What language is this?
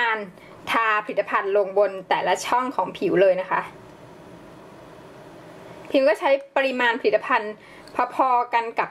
Thai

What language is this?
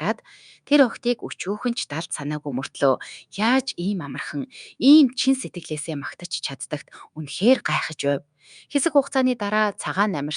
Mongolian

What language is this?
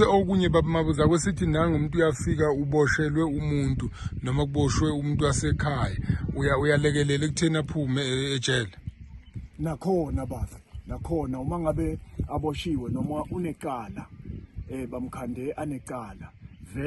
Zulu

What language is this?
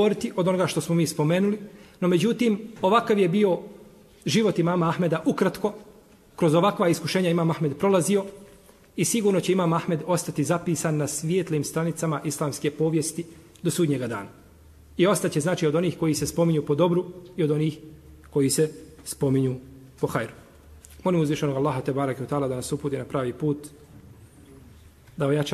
Bosnian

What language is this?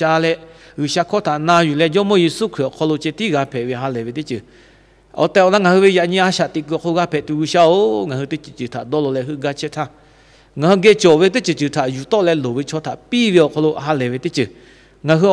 Lahu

